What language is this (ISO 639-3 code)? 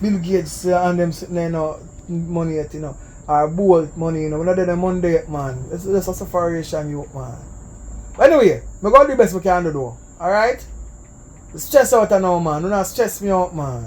jam